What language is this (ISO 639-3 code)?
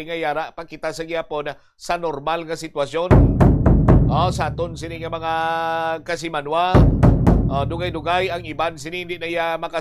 hil